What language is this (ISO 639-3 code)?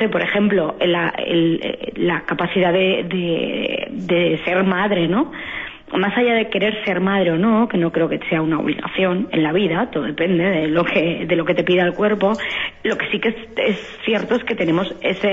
spa